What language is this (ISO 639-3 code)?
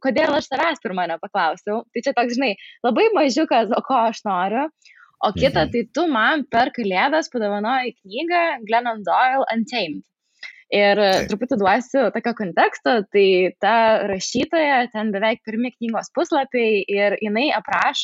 lit